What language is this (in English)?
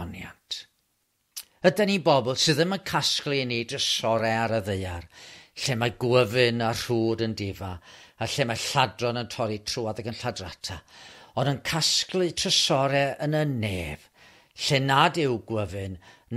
Welsh